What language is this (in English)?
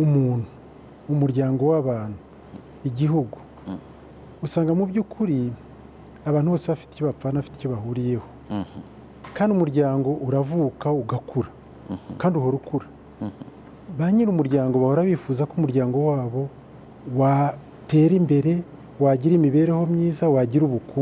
Kinyarwanda